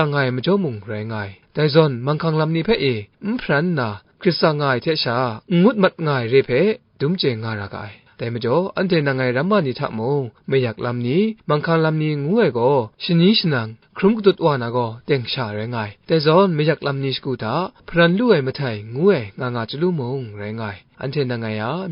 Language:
Kachin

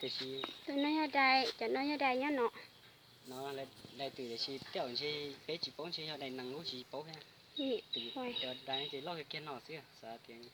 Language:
Hmong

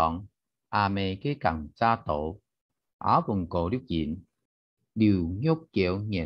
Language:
Hakka Chinese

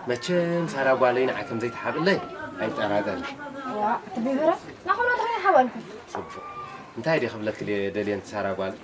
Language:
Tigrinya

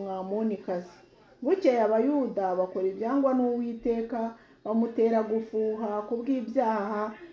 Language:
Kinyarwanda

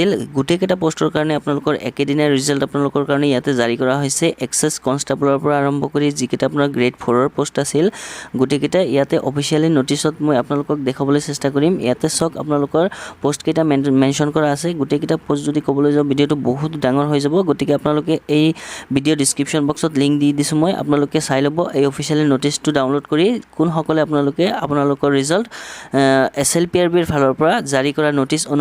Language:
Assamese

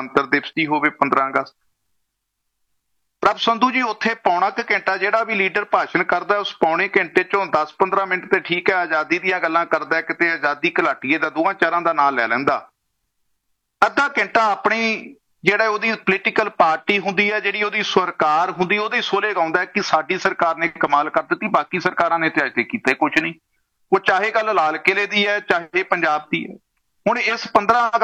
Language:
Punjabi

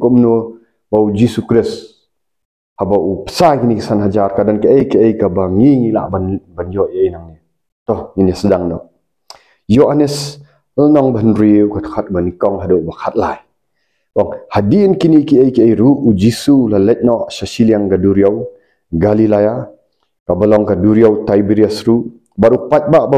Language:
Khasi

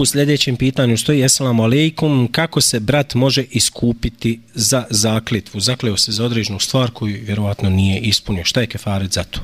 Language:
Bosnian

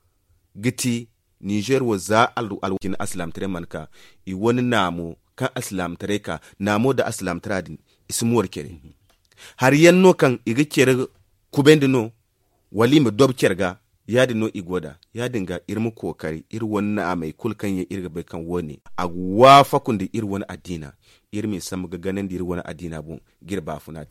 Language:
Zarma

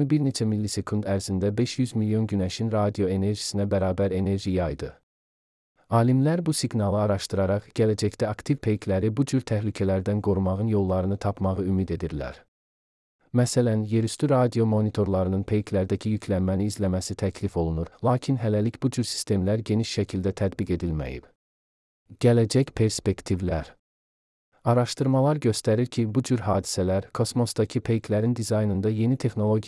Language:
Azerbaijani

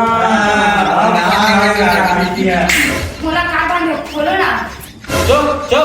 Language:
Chhattisgarhi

